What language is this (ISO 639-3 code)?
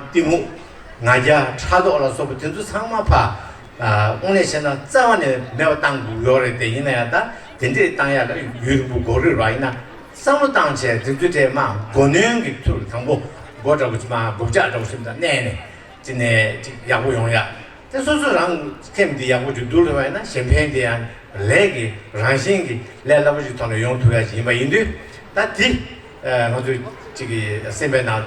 bod